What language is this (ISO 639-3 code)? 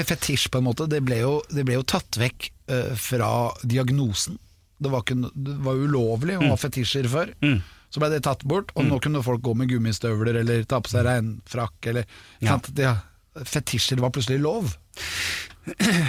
nor